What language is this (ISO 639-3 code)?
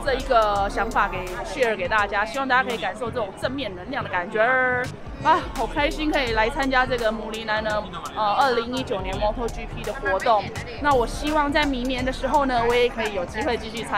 zho